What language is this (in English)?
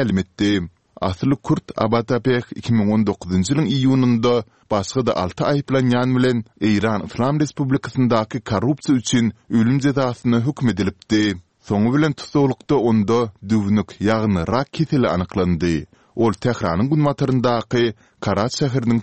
Turkmen